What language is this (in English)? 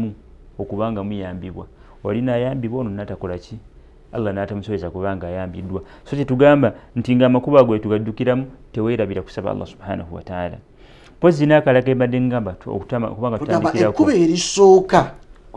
Ganda